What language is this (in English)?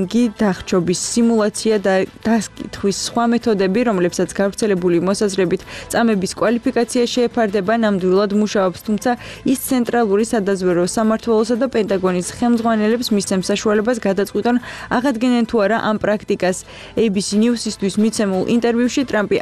Georgian